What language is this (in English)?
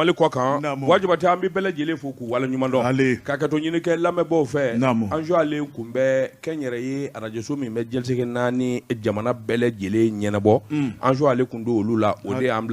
Bambara